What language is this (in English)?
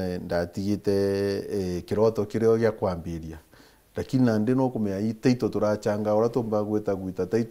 Meru